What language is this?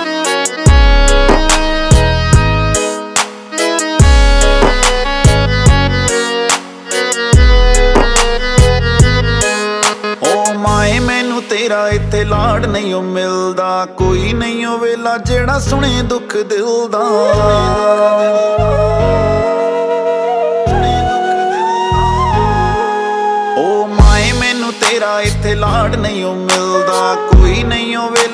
Punjabi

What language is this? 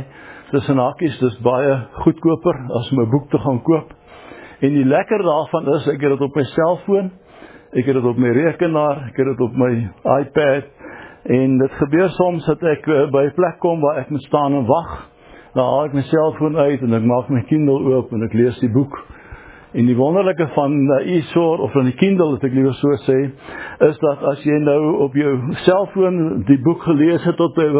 Afrikaans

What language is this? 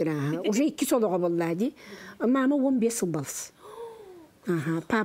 Yakut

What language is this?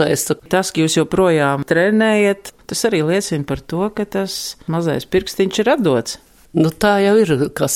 Latvian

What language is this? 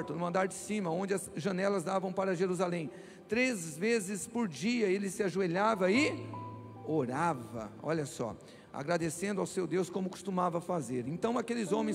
Portuguese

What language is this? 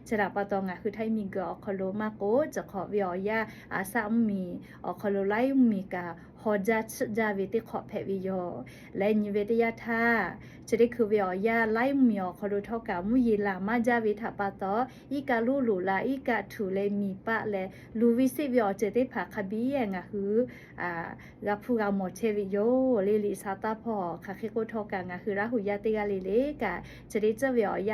Lahu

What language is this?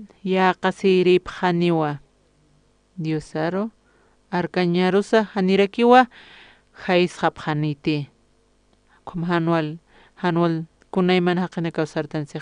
Aymara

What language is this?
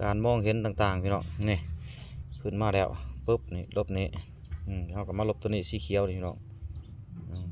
Lao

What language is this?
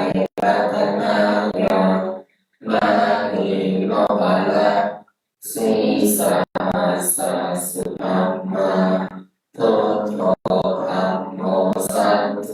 Pali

